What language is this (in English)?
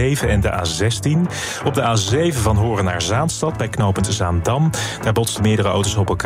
Dutch